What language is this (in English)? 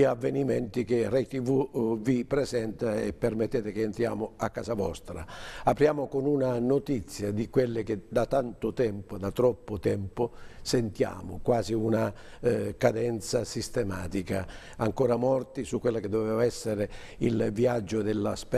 Italian